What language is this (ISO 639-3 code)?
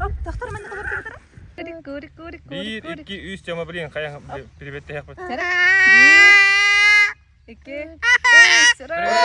sah